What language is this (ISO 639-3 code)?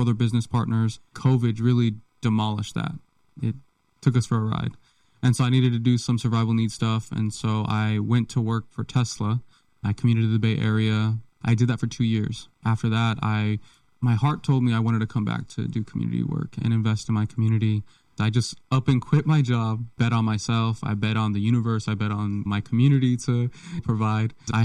eng